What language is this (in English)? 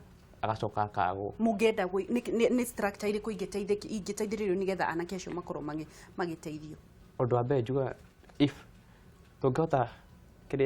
Kikuyu